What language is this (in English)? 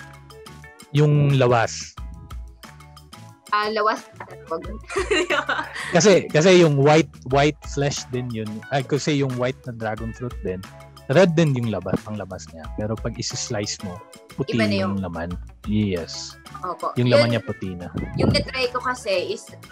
Filipino